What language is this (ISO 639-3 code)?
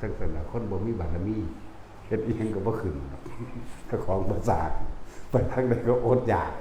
lao